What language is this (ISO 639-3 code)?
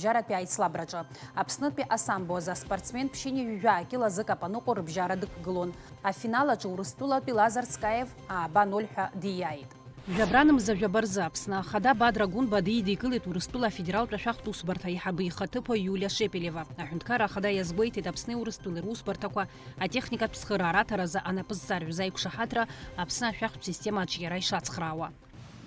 abk